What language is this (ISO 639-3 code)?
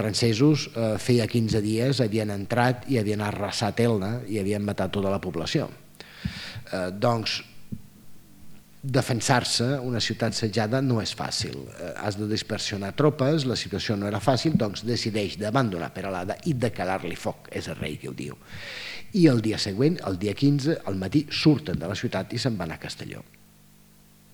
cat